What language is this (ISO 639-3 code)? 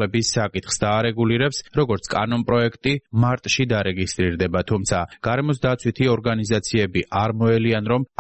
kat